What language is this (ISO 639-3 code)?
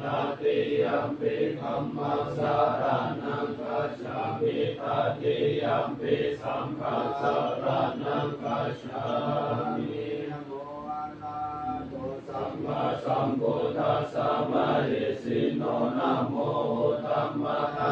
pli